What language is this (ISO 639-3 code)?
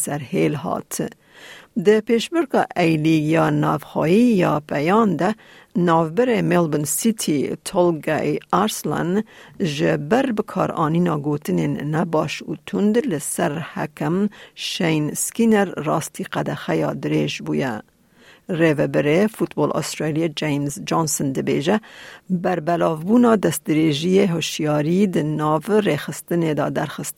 kur